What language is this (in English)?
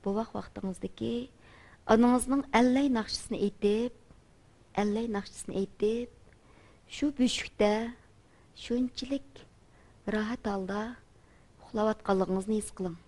Uyghur